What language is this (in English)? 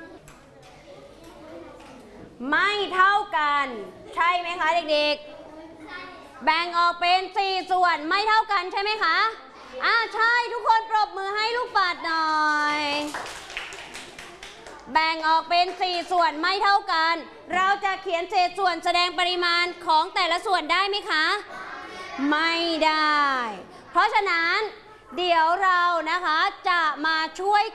Thai